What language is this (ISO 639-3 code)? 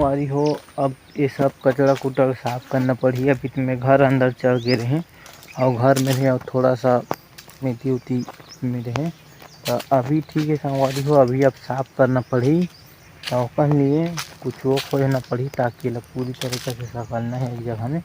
hne